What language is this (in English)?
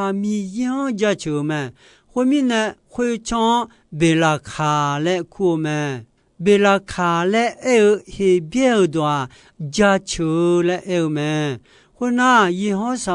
Akha